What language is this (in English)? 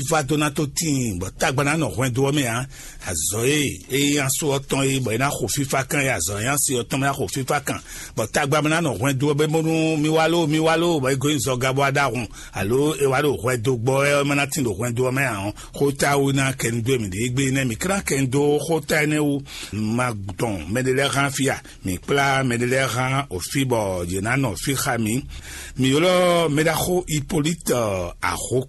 Fon